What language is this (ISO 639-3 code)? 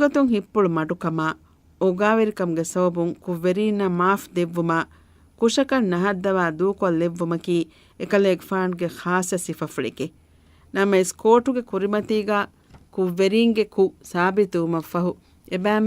div